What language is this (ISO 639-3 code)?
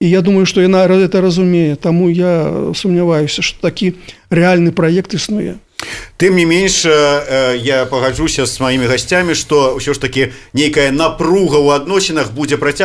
bel